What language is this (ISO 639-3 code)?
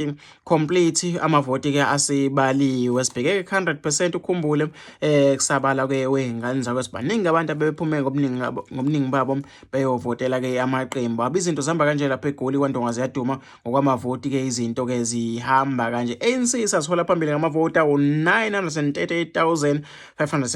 zul